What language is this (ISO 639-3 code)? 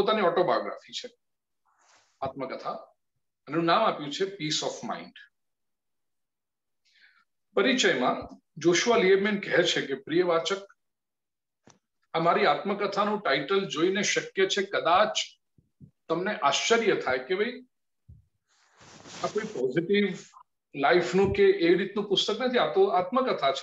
guj